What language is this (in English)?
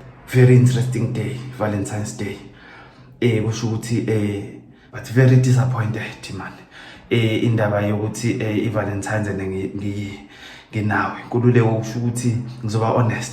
Zulu